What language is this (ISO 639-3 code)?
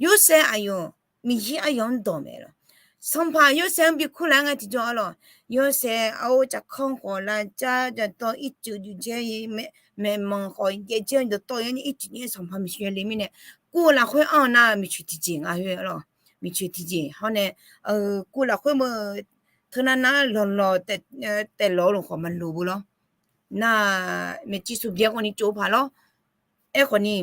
ahk